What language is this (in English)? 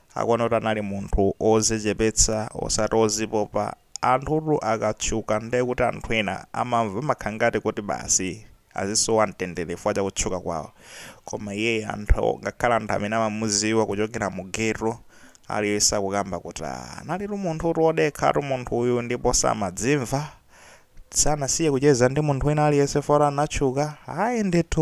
Nyanja